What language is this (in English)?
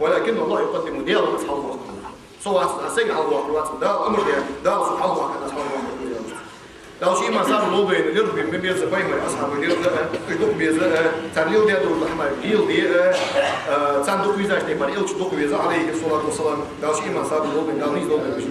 Ingush